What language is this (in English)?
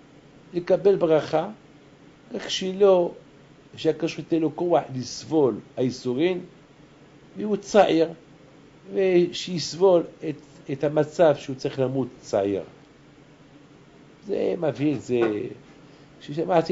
Hebrew